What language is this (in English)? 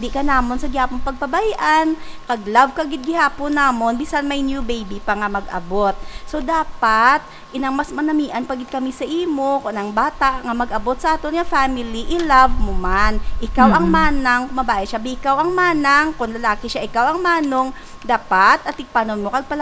Hiligaynon